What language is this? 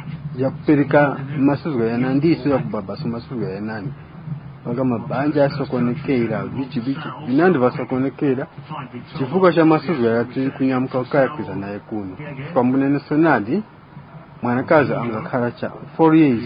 Tumbuka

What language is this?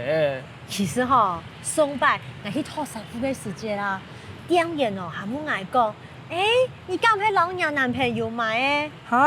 Hakka Chinese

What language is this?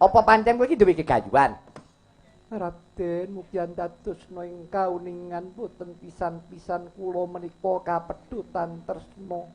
Javanese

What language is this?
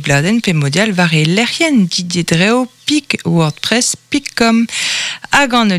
Breton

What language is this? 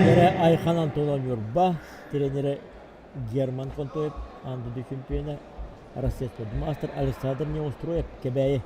Yakut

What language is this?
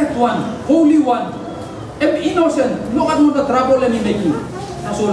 Tok Pisin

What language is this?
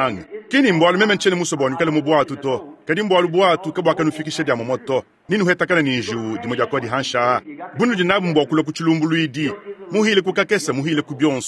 Luba-Lulua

